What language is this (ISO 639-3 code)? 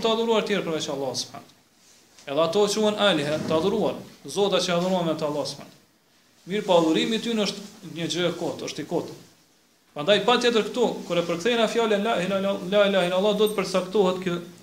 sqi